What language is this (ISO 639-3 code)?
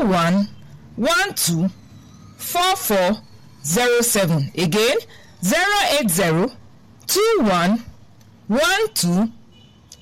pcm